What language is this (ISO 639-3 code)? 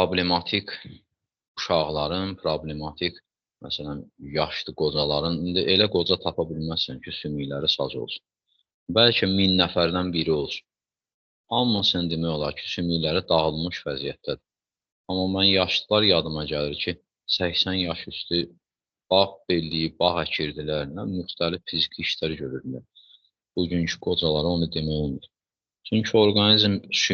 aze